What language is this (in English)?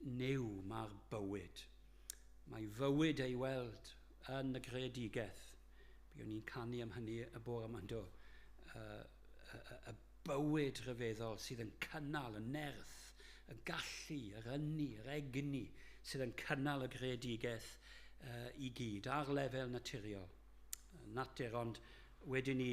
Welsh